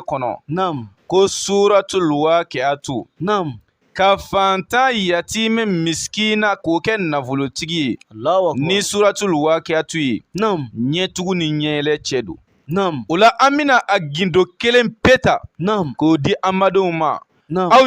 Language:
Bambara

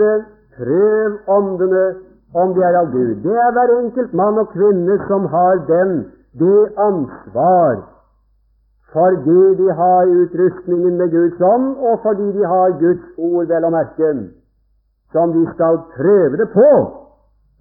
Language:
Norwegian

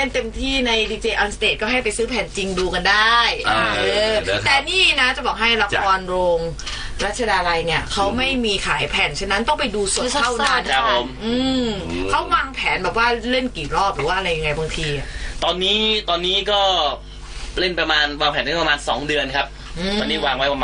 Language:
Thai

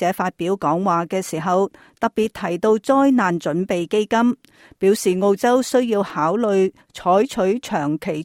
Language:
Cantonese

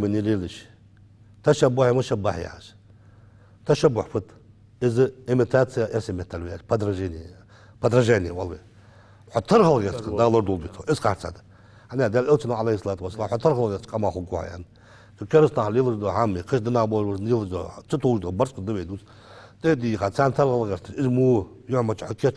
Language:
Ingush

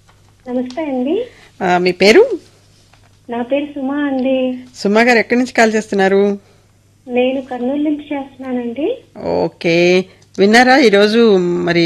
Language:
Telugu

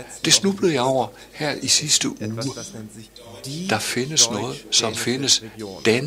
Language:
Danish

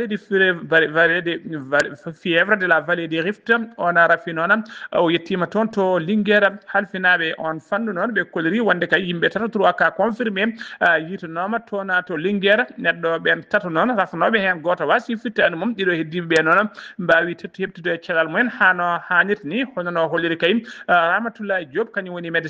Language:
Fula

